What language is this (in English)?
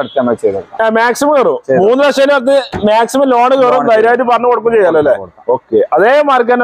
Malayalam